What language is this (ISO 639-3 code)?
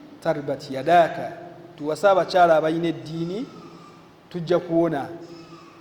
lug